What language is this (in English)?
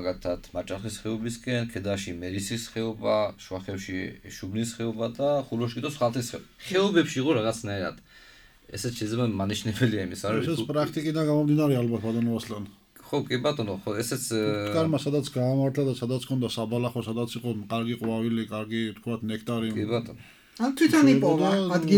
Georgian